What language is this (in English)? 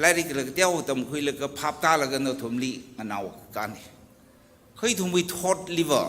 Tangkhul Naga (India)